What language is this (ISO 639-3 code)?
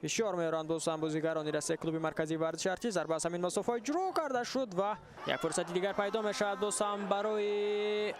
tgk